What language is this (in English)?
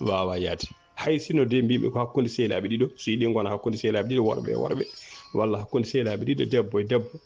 Fula